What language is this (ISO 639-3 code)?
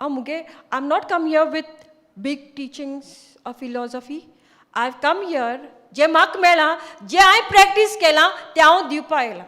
kok